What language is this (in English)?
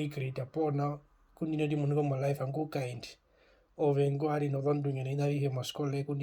Herero